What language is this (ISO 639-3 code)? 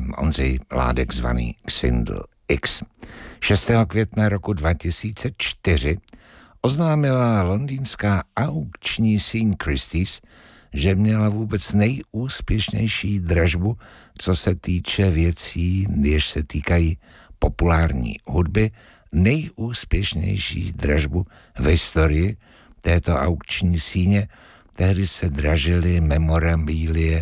ces